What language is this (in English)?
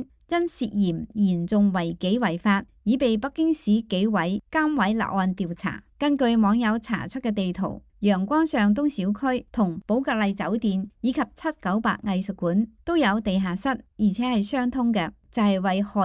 Cantonese